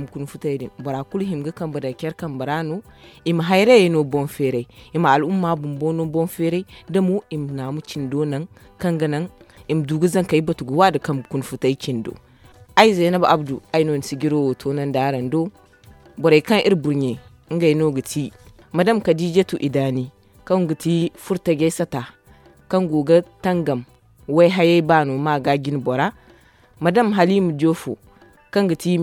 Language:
Zarma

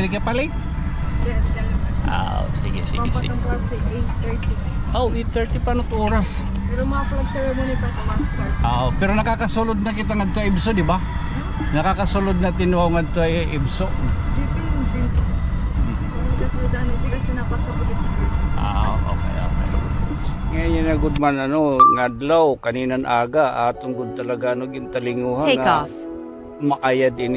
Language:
Waray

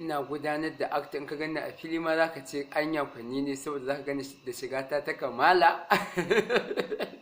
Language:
Hausa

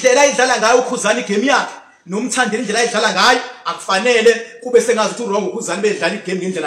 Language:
Zulu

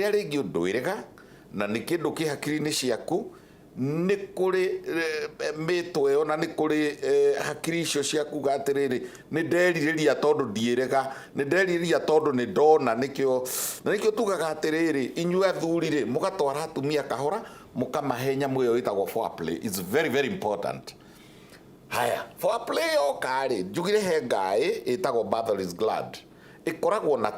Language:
Kikuyu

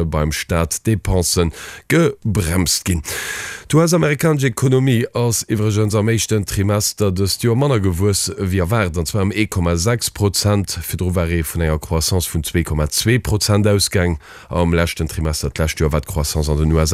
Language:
Luxembourgish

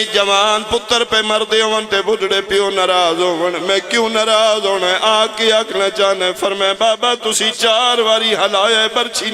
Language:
Pahari-Potwari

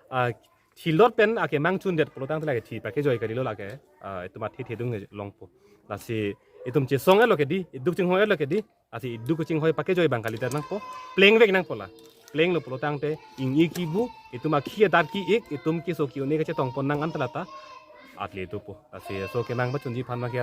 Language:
Karbi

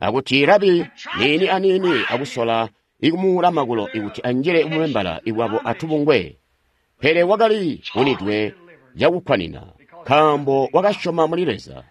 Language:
Tonga (Zambia)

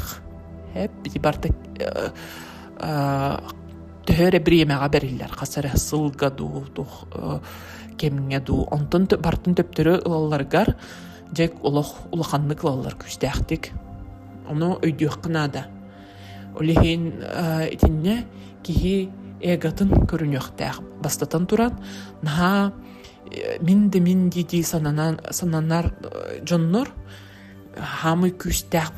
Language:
Yakut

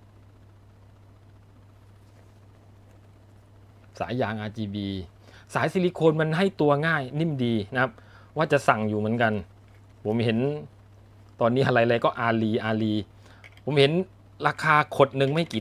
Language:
Thai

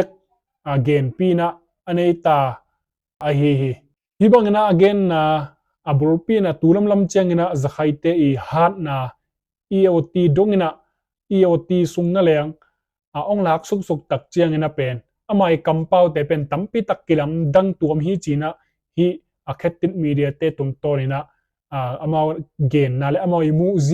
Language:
Tedim Chin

